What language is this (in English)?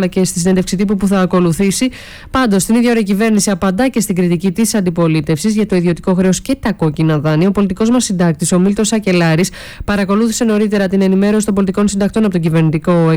Greek